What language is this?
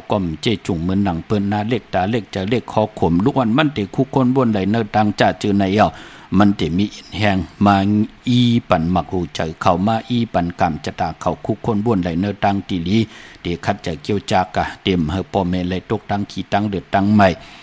Shan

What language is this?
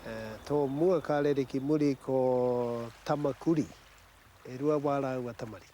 Māori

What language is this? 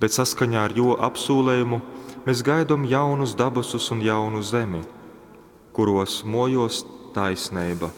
Latgalian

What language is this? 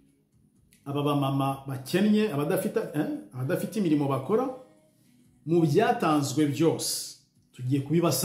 Kinyarwanda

